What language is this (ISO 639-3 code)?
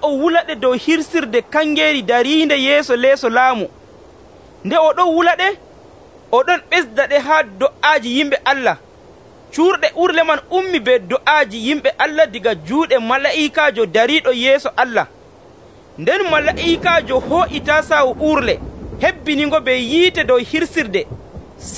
fuv